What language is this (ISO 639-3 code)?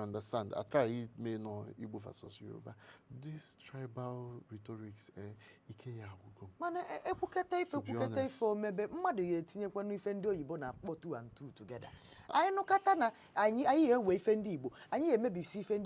ibo